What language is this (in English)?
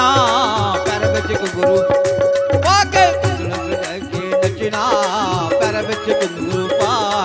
Dogri